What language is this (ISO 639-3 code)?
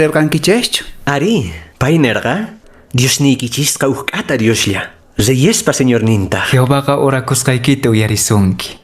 que